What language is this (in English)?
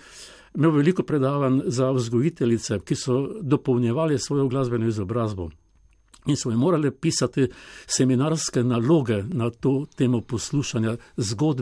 Slovenian